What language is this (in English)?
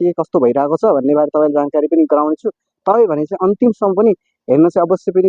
Nepali